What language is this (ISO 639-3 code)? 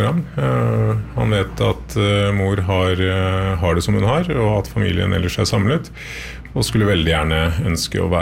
nor